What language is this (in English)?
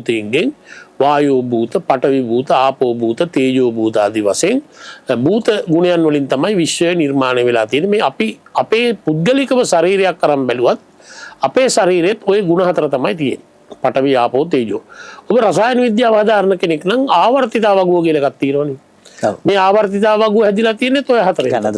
Sinhala